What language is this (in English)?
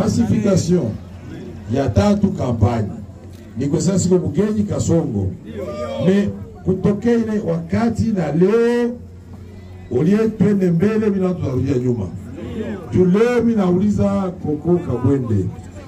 Swahili